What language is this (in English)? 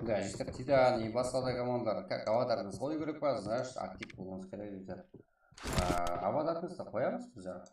Kara-Kalpak